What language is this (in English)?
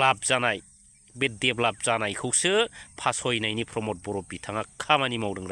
Bodo